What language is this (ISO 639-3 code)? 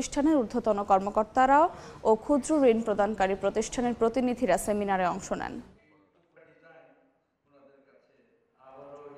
ben